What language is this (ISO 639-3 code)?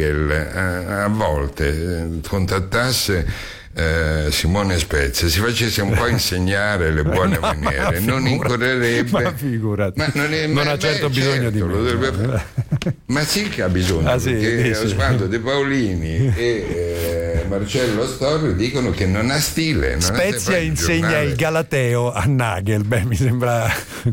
ita